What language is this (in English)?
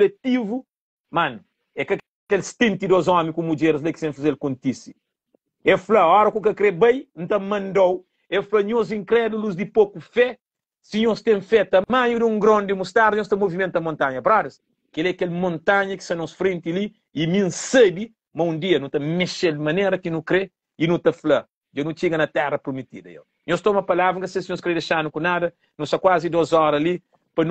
Kabuverdianu